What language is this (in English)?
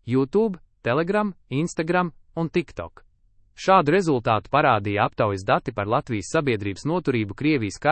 Latvian